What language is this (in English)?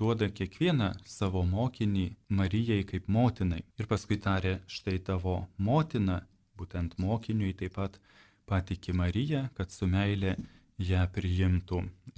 Lithuanian